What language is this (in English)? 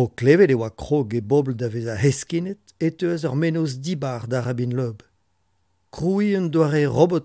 Breton